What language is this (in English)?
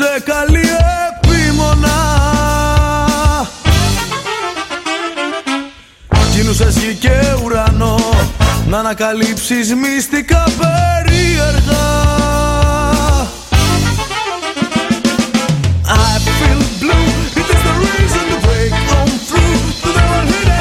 Greek